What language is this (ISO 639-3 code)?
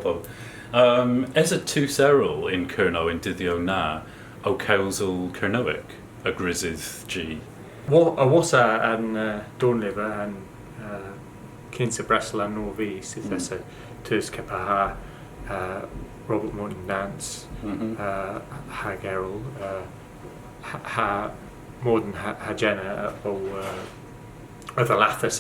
cor